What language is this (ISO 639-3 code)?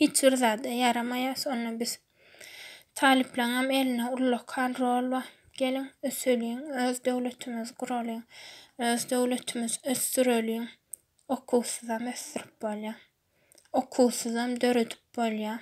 tuk